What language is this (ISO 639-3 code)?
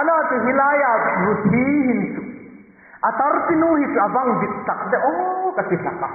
hmr